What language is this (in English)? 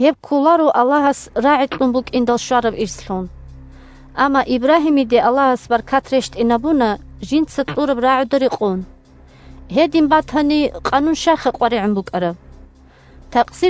Avaric